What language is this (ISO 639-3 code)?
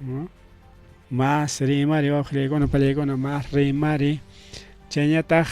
quy